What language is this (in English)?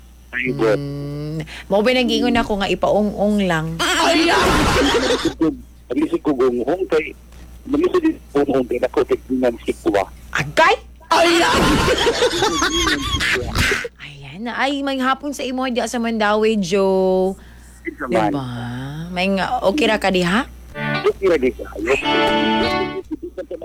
Cebuano